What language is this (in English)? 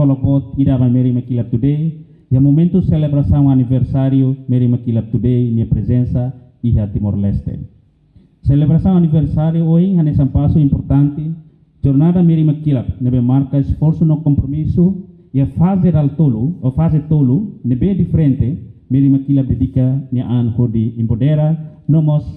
Tetum